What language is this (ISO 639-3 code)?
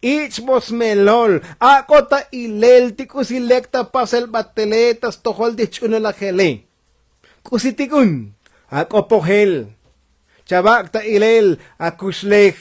tzo